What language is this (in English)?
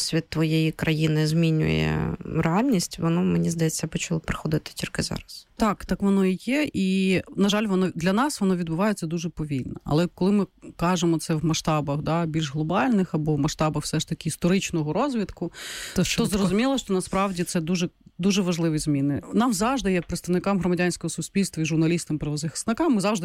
Ukrainian